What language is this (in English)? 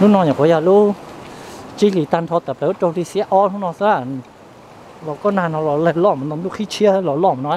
Hmong